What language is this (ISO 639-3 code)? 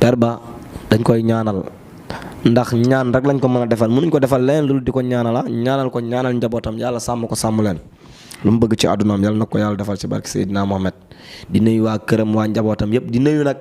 wol